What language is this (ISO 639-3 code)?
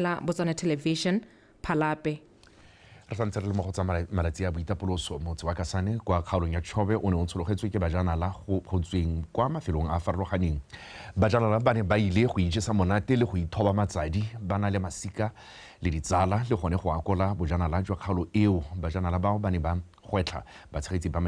tsn